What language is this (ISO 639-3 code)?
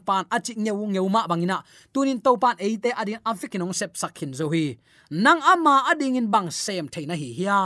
ctd